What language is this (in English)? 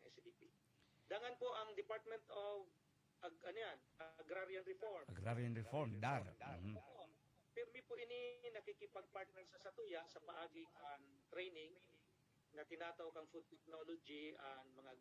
Bikol